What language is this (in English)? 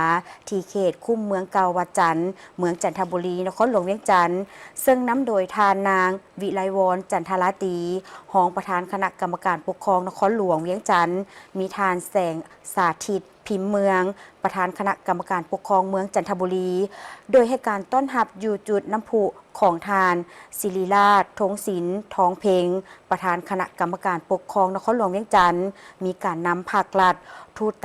Lao